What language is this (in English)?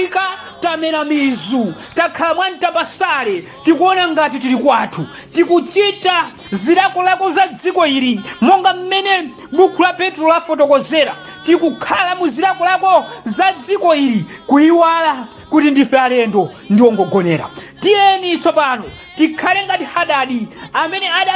Nyanja